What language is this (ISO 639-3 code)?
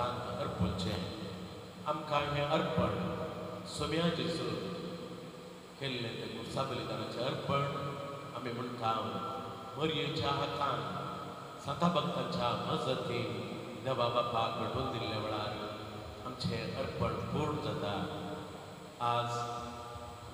kok